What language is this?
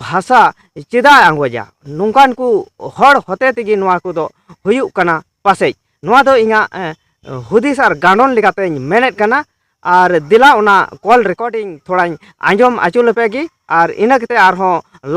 Santali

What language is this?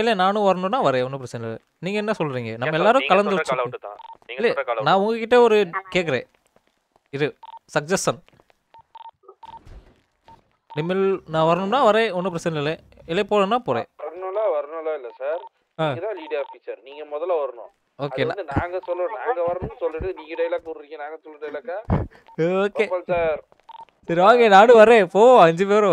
Tamil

